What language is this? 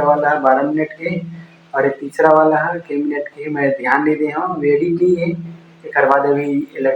Chhattisgarhi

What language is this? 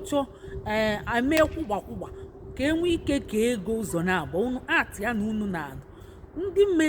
Igbo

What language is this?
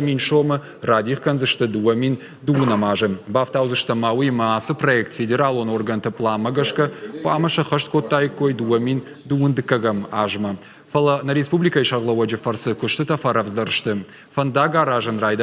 Ossetic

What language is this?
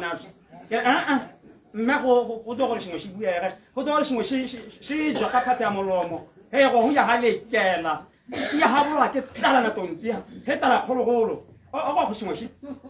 Tswana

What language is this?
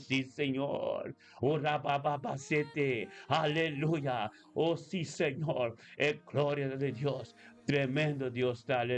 Papiamento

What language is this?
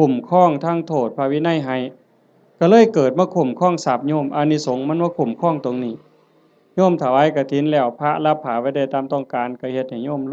Northeastern Thai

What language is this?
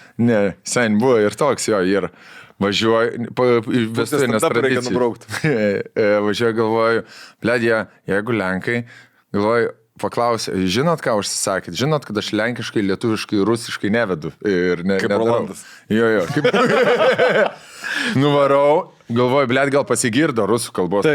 Lithuanian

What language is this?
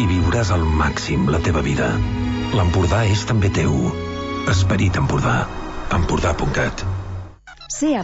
Catalan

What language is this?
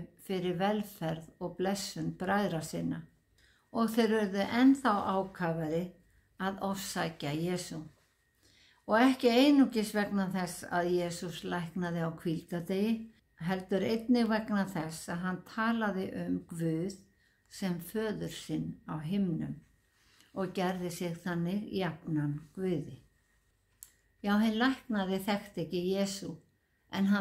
Icelandic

